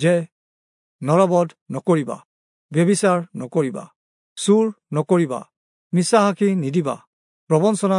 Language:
Assamese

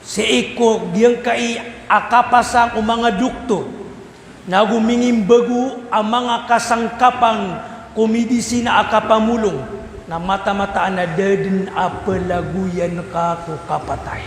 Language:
Maranao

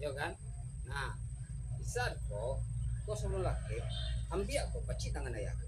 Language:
Minangkabau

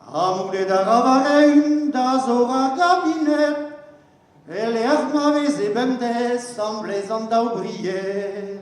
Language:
Breton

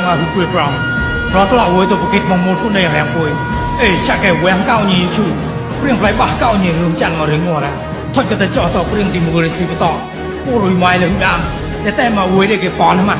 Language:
Mon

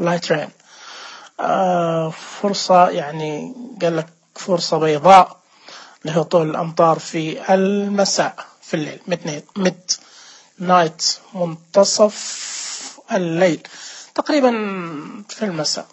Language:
Najdi Arabic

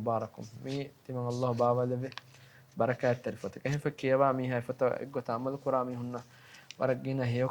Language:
Divehi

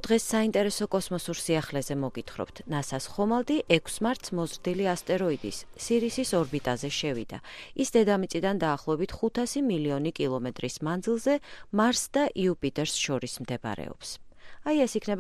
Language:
Georgian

